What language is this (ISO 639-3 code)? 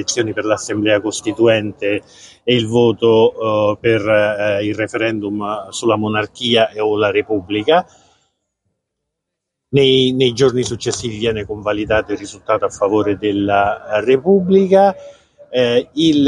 ita